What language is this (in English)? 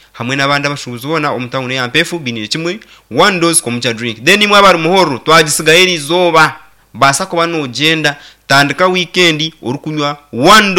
Nyankole